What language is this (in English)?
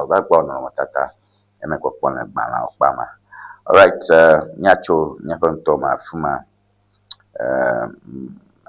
Ewe